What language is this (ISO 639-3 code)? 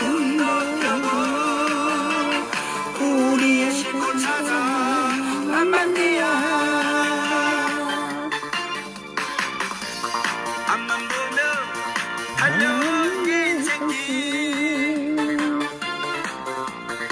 kor